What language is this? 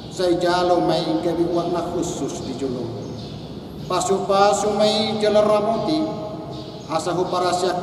Batak Toba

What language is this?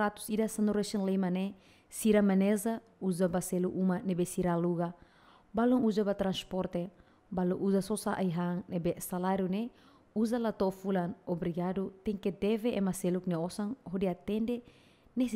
Tetum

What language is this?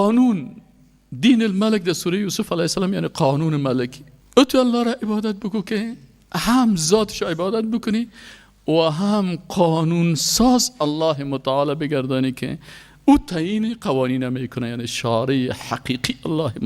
Persian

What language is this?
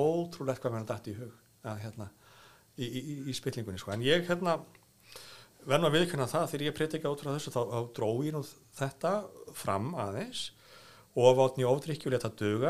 Icelandic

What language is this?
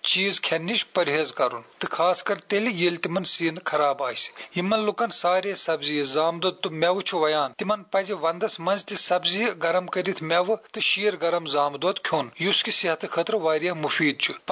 Kashmiri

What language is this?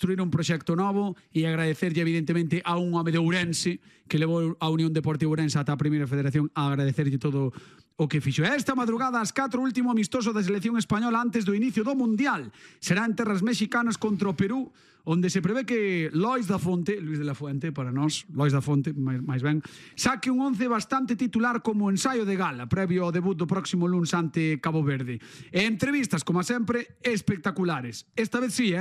Galician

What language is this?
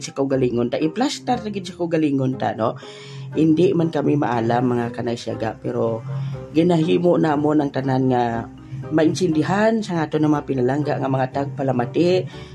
Hiligaynon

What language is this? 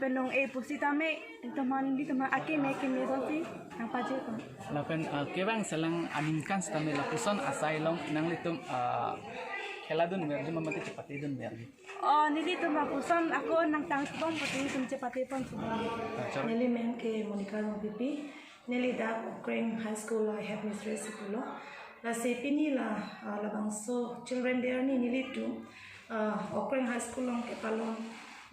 Karbi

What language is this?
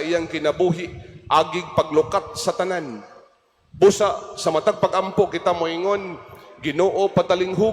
Cebuano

